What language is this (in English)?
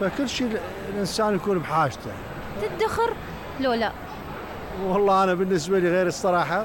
Mesopotamian Arabic